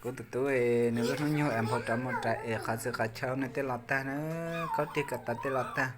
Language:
Hmong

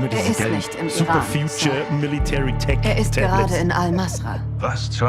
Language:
Bavarian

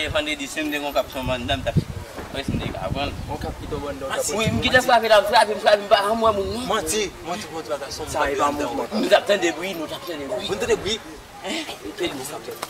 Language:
Haitian Creole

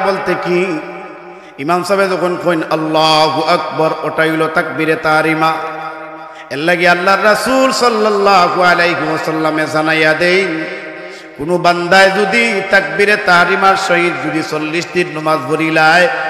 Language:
Sylheti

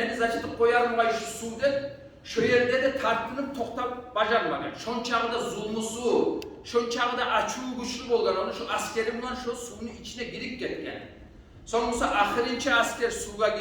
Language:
Kumyk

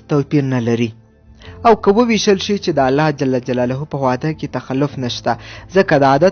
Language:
Pashto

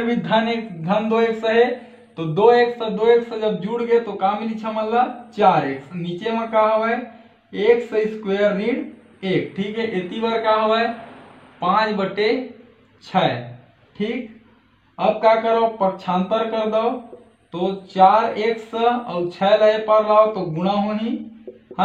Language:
Chhattisgarhi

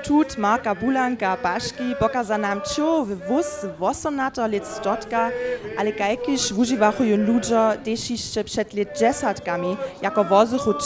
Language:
Upper Sorbian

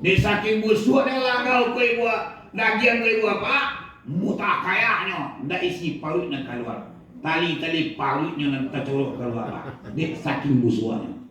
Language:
Minangkabau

